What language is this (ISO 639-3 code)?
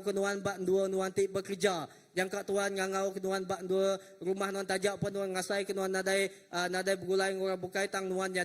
iba